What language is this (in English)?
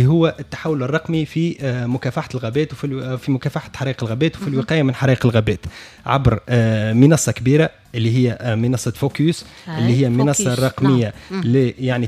Tunisian Arabic